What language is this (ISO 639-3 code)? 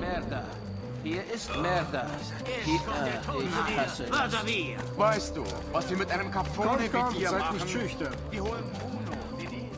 bar